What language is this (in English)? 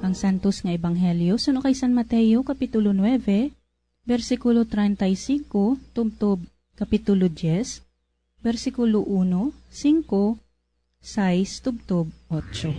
Hiligaynon